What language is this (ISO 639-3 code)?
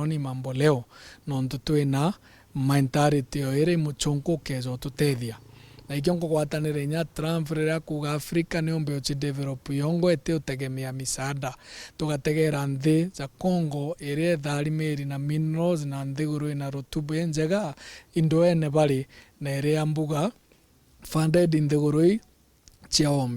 mer